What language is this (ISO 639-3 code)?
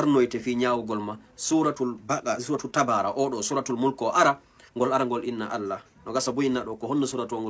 ful